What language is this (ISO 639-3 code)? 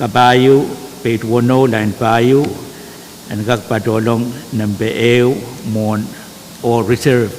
pon